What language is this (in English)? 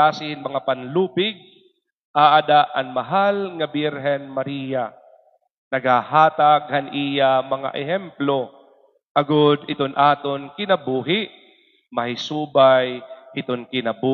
Waray